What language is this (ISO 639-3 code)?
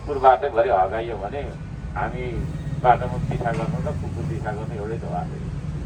nep